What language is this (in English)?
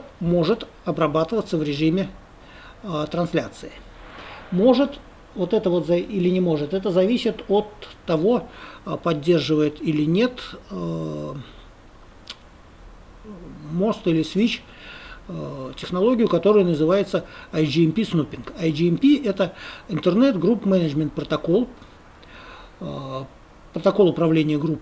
Russian